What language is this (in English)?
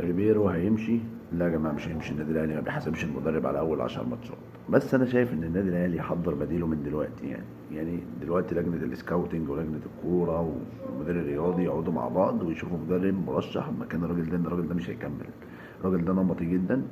Egyptian Arabic